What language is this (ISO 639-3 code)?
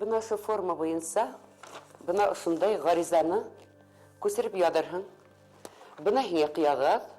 bak